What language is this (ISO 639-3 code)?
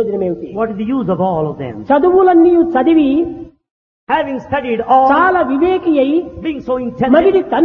tel